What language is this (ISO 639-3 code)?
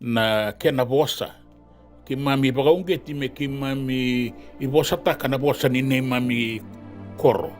fij